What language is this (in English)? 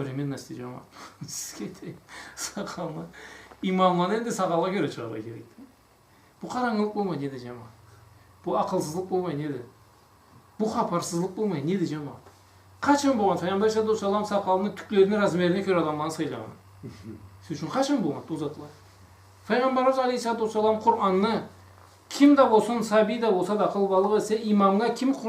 Karachay-Balkar